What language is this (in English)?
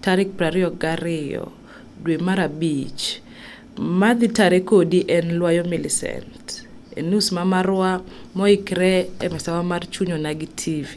Luo (Kenya and Tanzania)